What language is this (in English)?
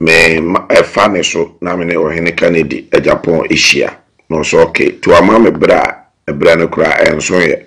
Akan